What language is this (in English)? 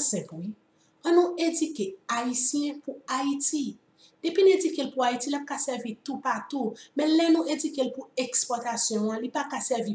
Haitian Creole